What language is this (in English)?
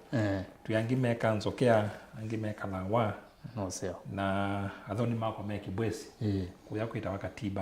Kamba